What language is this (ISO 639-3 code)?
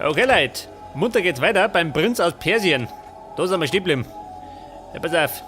bar